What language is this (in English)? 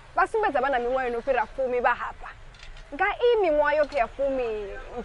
Venda